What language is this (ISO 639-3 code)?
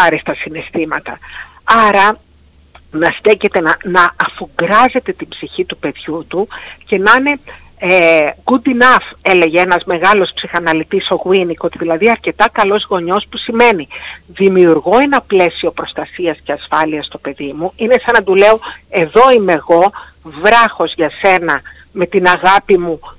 ell